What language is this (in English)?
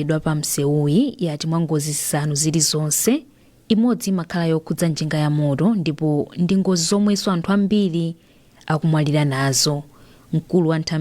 Nyanja